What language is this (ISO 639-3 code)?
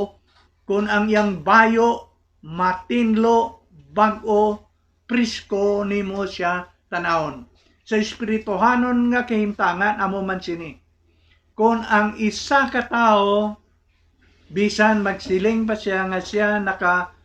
hil